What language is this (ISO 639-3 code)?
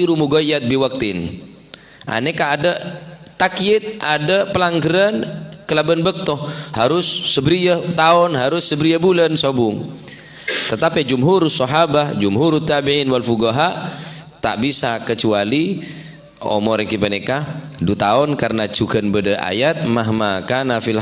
mad